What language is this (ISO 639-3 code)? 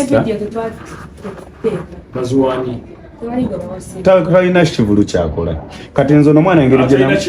lug